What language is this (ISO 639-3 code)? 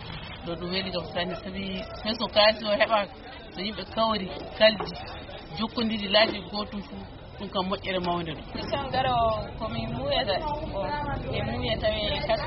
ful